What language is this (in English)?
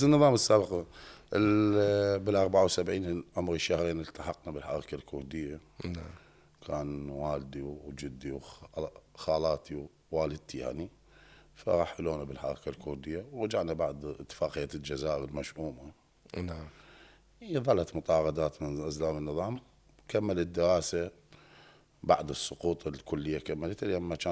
Mesopotamian Arabic